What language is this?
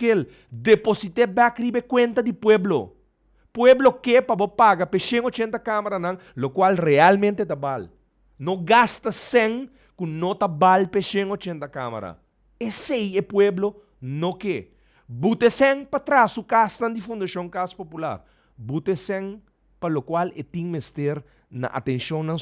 Papiamento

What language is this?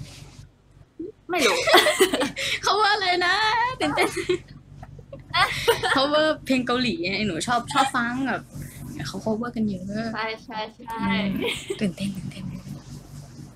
Thai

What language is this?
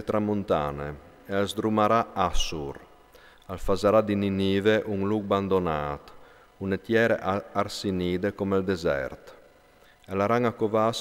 Friulian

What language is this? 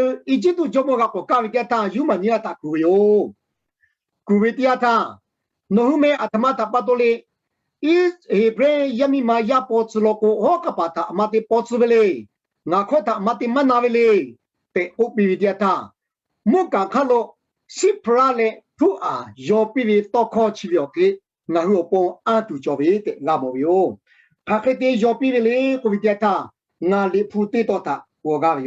Lahu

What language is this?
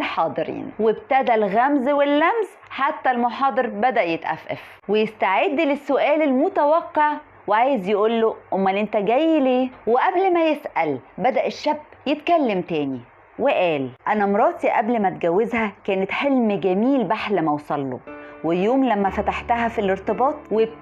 Egyptian Arabic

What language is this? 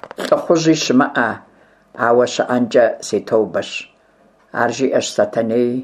Kabardian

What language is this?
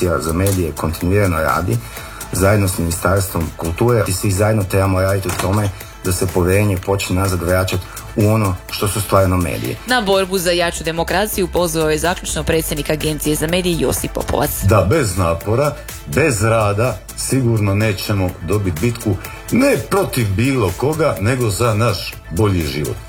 Croatian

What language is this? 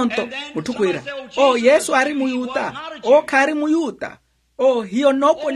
Makhuwa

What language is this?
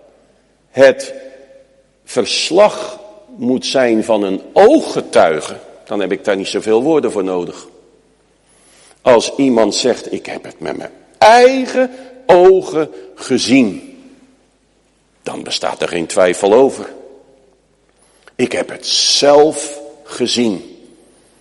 Dutch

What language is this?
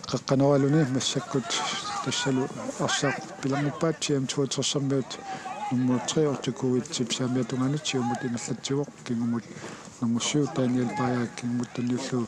Kalaallisut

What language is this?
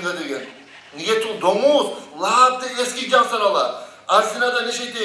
Kumyk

